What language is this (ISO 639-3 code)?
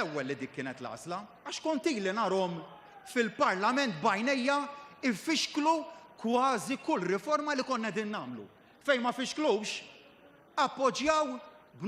mlt